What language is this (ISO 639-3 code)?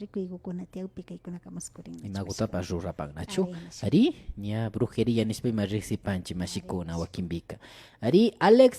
qvi